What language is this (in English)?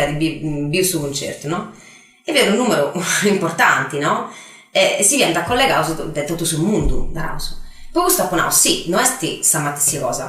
Sardinian